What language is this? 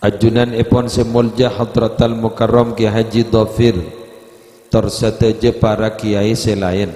Madurese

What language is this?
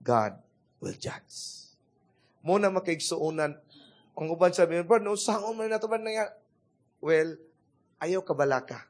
Cebuano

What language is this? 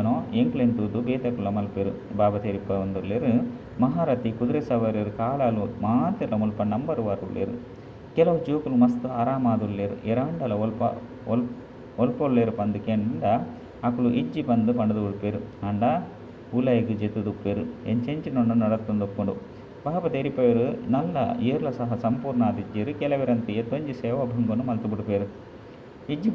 Tulu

